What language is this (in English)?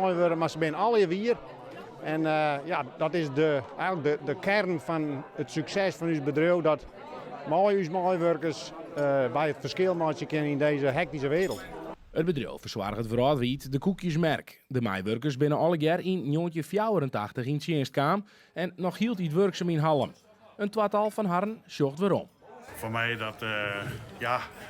Western Frisian